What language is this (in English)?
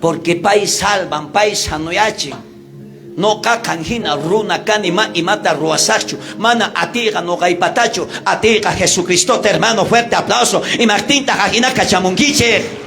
South Bolivian Quechua